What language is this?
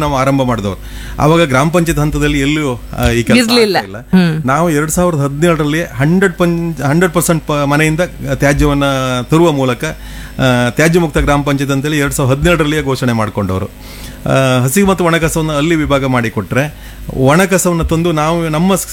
Kannada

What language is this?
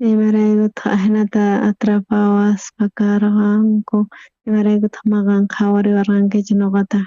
South Bolivian Quechua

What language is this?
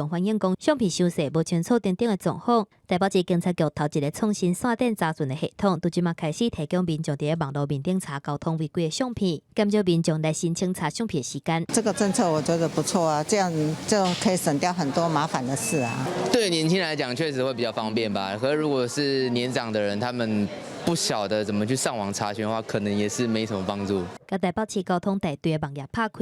Min Nan Chinese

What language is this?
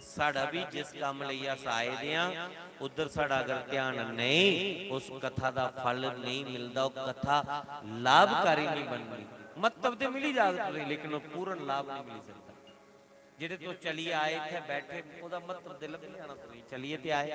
Dogri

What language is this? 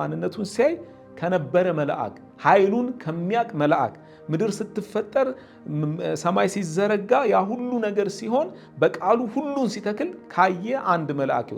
Amharic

